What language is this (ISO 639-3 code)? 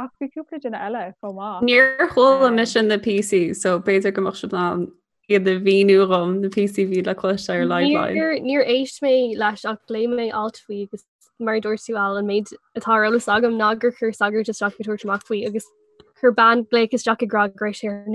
gle